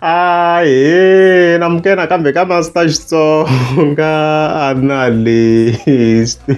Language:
Tsonga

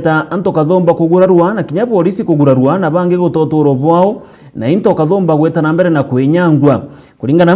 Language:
Meru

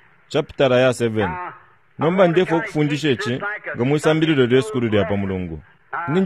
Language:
Bemba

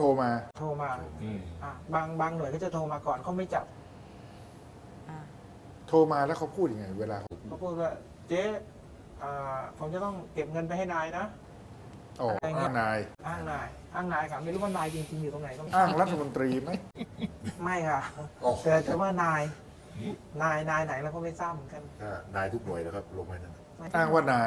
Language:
Thai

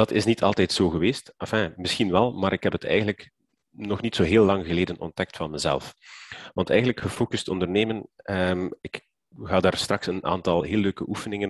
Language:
Dutch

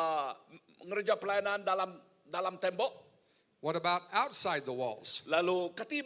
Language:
Iban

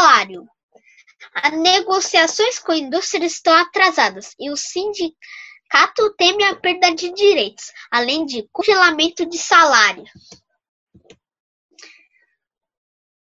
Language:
Portuguese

